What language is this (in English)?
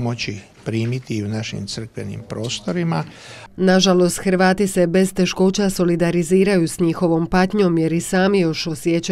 Croatian